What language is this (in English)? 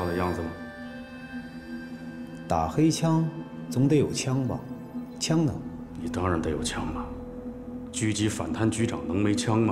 Chinese